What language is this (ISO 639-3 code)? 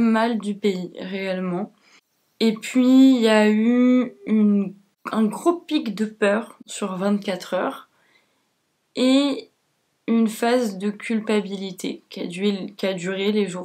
fra